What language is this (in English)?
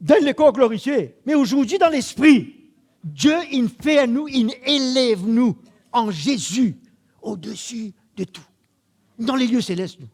Morisyen